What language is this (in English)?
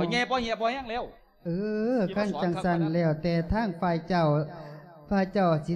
Lao